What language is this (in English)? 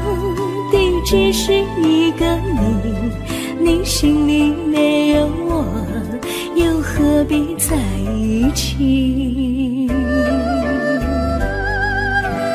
Chinese